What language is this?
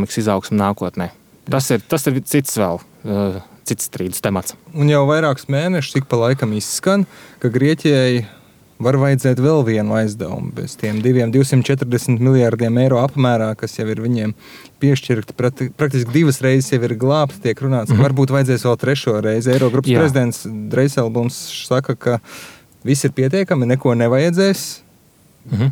Latvian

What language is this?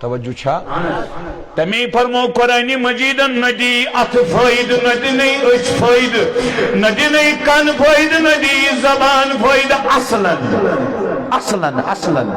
Kashmiri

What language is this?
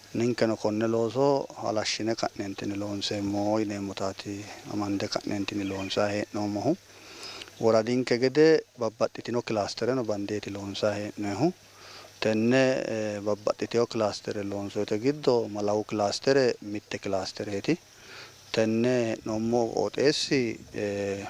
Sidamo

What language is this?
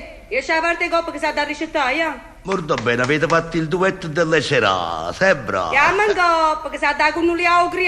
Neapolitan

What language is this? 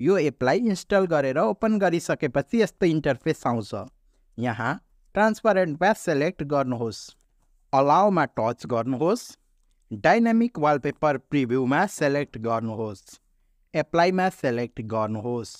Nepali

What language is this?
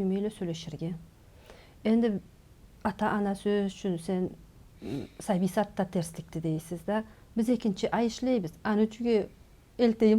Karachay-Balkar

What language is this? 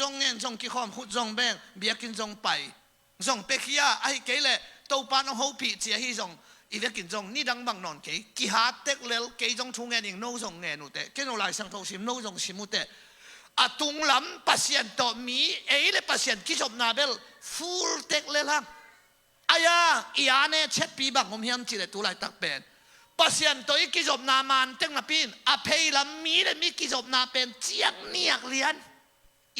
Tedim Chin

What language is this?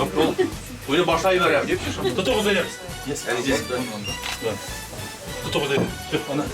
Bashkir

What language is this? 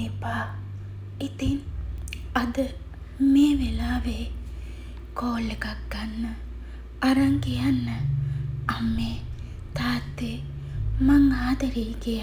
Sinhala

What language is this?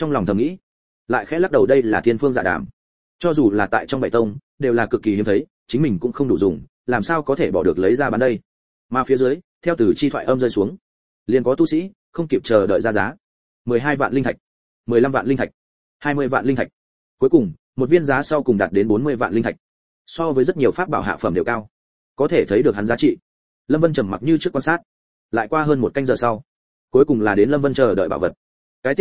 Vietnamese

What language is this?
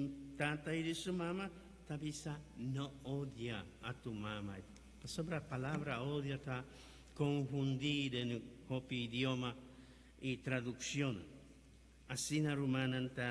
Papiamento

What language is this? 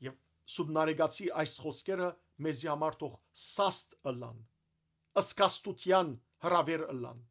Western Armenian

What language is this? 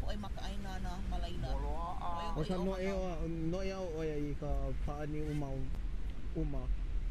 Hawaiian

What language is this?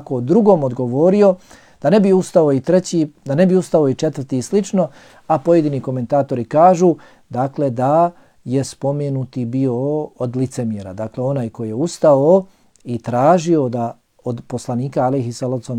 Bosnian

